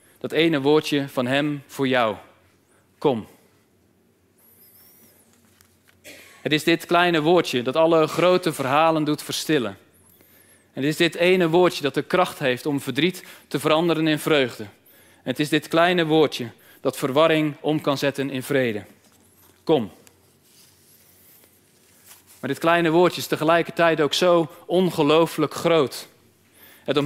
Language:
Dutch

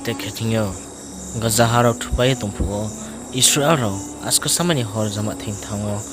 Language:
Riang (India)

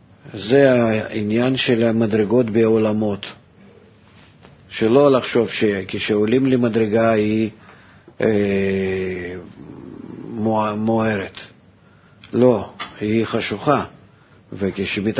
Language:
Hebrew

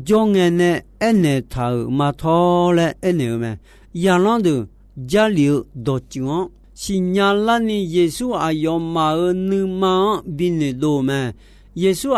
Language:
Akha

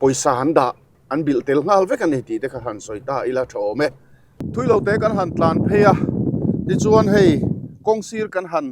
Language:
Mizo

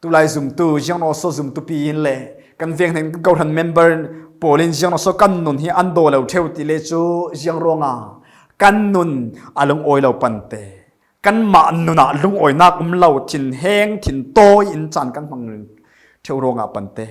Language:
Falam Chin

